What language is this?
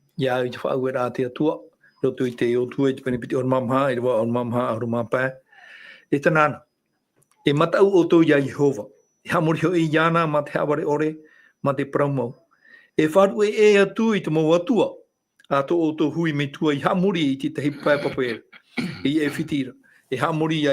Tahitian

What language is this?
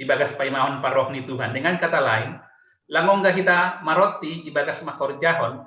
Batak Simalungun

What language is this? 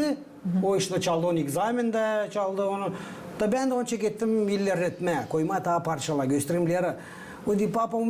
Gagauz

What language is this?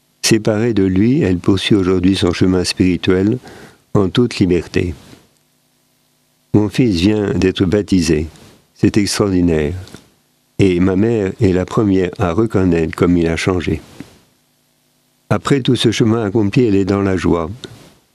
French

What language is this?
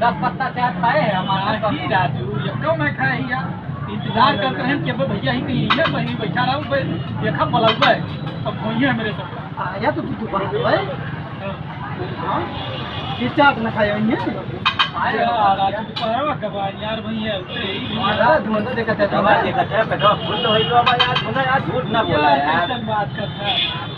Awadhi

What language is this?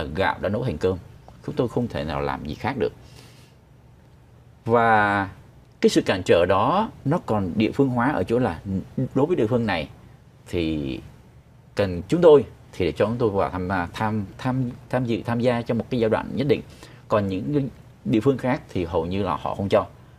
Vietnamese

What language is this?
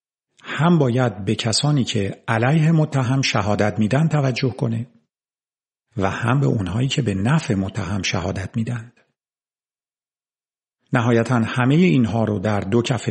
Persian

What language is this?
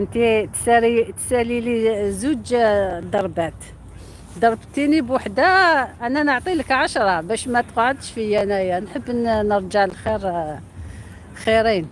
Algerian Arabic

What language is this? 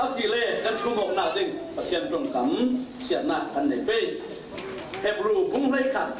Falam Chin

